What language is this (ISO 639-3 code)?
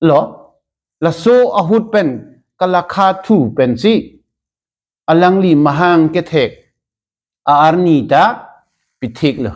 mjw